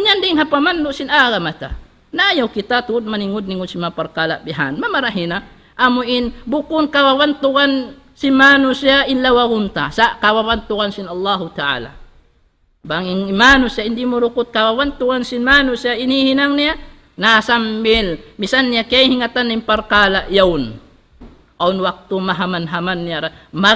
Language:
Tausug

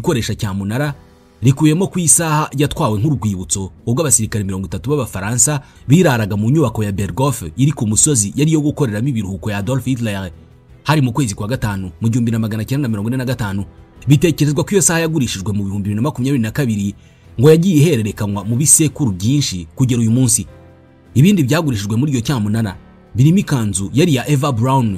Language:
Kinyarwanda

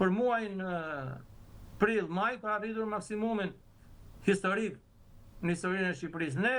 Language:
Albanian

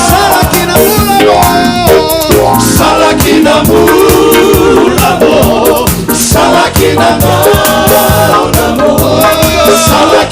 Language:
Fijian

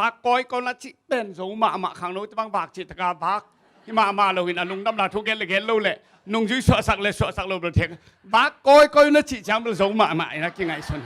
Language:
Tedim Chin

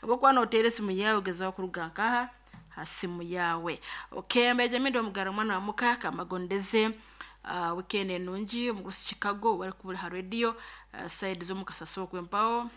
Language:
Nyankole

